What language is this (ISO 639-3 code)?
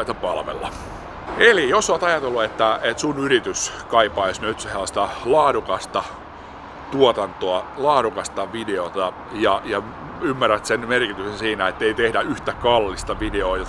fin